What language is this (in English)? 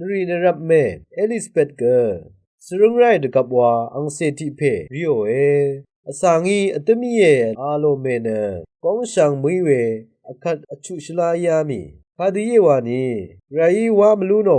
Rawang